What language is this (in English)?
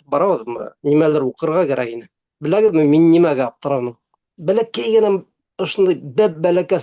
Bashkir